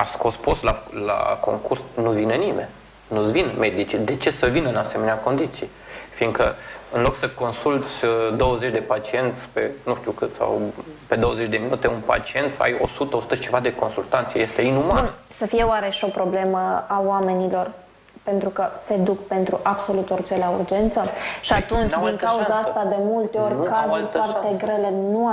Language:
Romanian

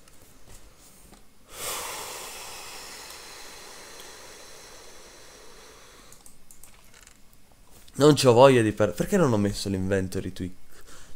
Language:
Italian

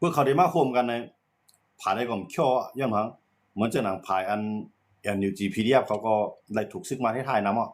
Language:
Shan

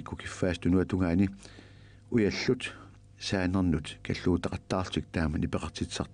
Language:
Kalaallisut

